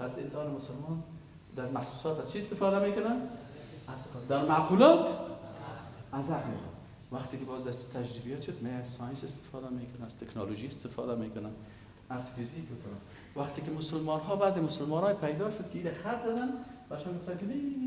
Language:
Persian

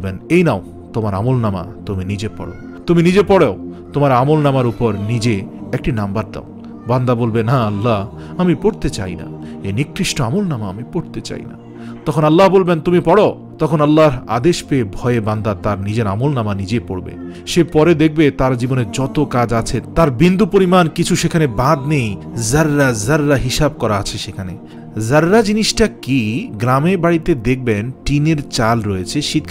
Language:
Bangla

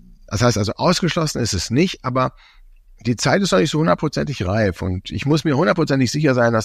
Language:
German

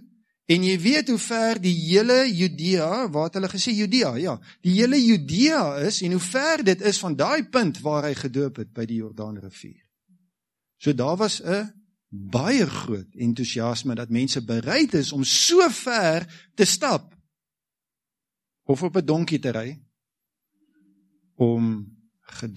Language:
Afrikaans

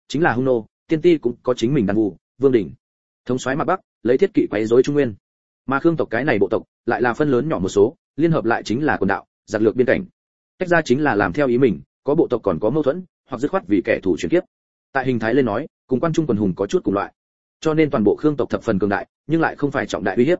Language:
Vietnamese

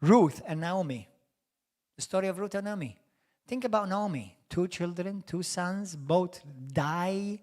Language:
English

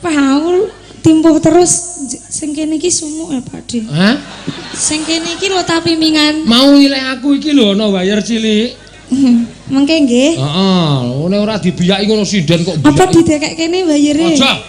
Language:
Javanese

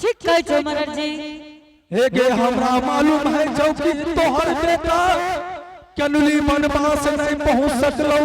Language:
Angika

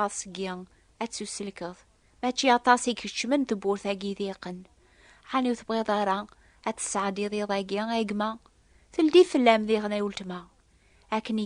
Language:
Kabyle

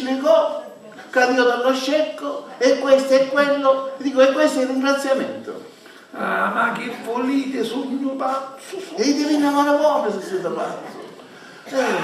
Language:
Sicilian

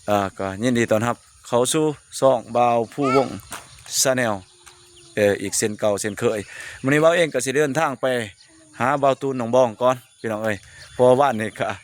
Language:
Lao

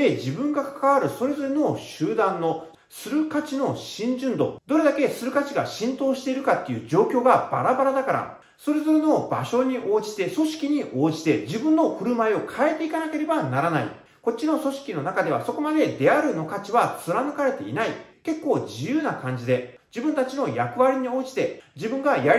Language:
Japanese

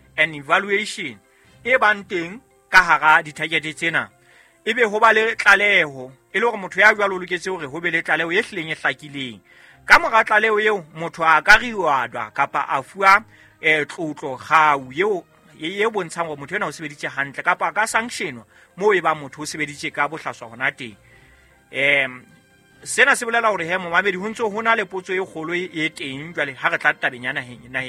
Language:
Southern Sotho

